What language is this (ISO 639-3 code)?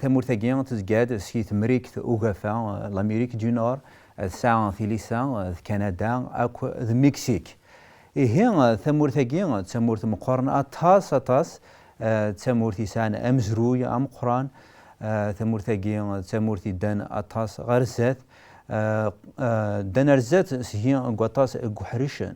kab